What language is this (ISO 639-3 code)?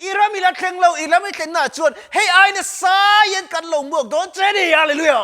lus